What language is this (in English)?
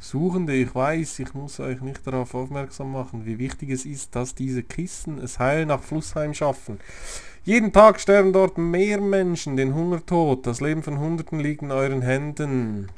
Swiss German